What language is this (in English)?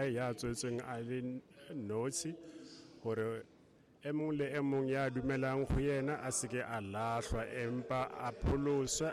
Tswana